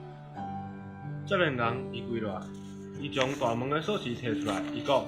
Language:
Min Nan Chinese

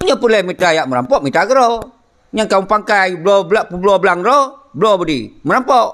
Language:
Achinese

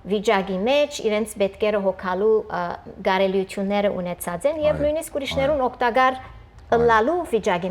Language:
Western Armenian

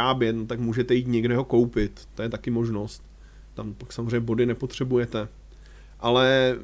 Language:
Czech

